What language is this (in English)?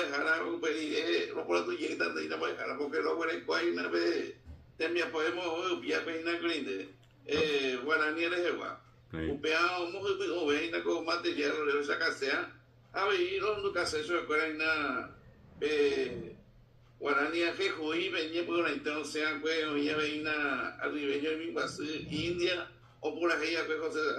Guarani